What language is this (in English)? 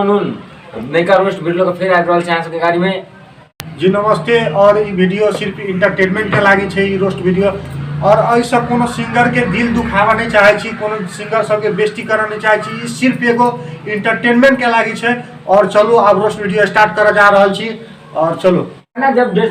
Maithili